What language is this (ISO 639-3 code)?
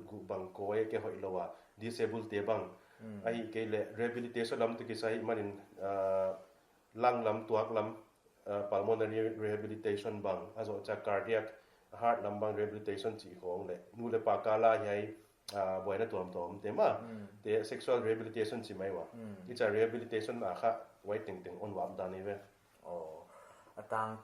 pck